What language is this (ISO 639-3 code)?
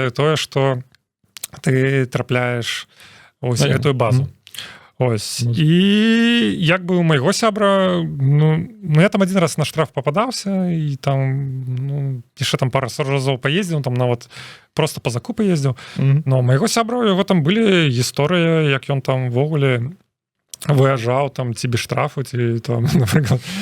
bel